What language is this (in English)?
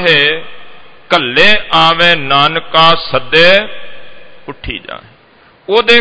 Punjabi